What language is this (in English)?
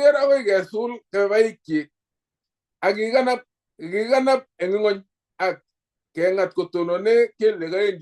Kalenjin